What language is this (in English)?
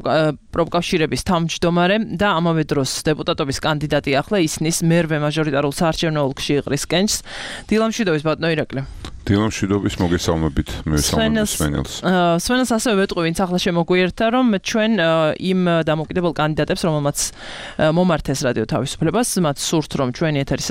Georgian